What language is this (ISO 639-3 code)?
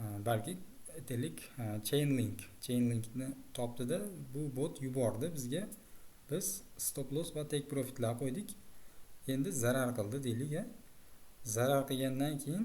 uzb